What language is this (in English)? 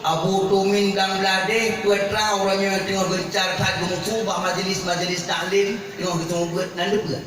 Achinese